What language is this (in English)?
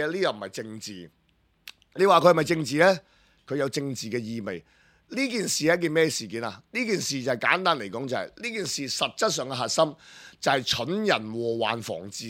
Cantonese